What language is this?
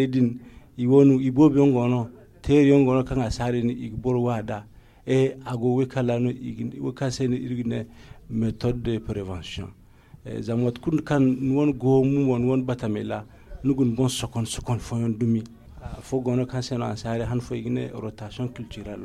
Zarma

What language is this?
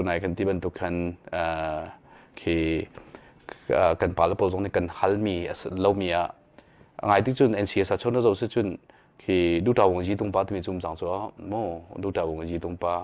Hakha Chin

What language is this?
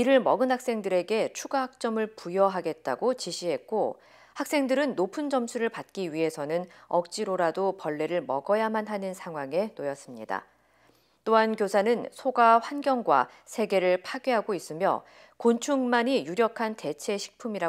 Korean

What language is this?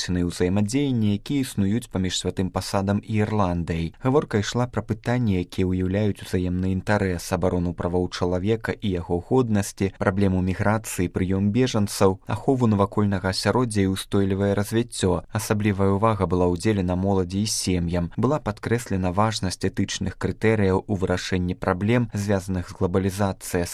Belarusian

